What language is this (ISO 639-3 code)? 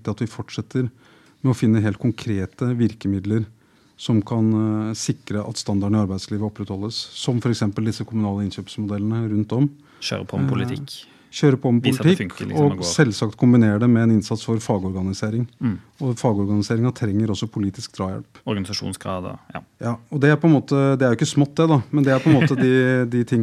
nor